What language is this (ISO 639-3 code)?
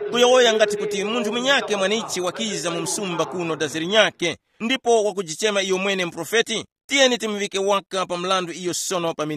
tum